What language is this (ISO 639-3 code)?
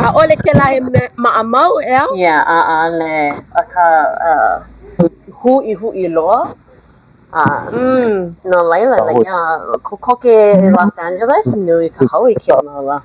haw